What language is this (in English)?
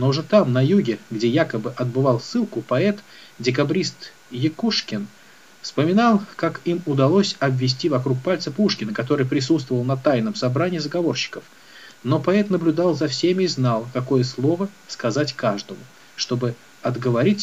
Russian